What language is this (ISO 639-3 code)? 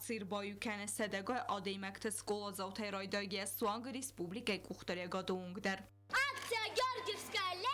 oss